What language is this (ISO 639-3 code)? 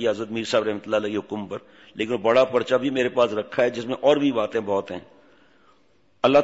urd